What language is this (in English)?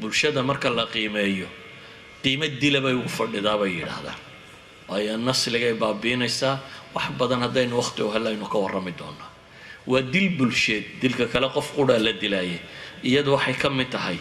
Somali